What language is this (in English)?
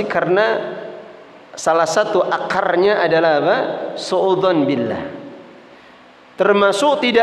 Indonesian